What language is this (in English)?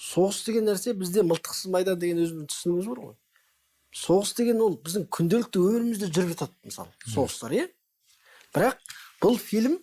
Kazakh